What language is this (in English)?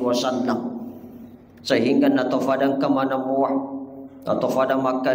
Buginese